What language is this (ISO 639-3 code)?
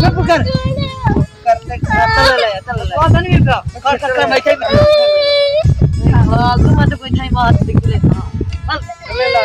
skr